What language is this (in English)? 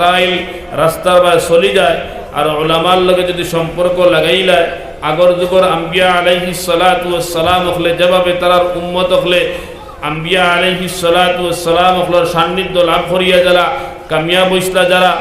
Sylheti